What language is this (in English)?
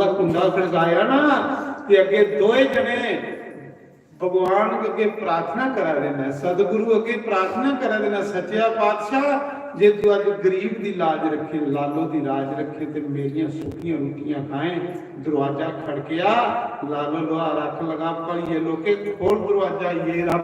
Dogri